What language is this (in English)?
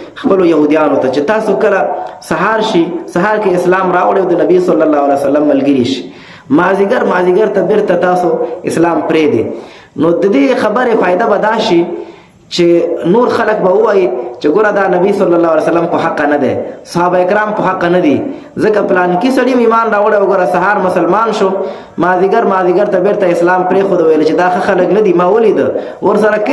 Pashto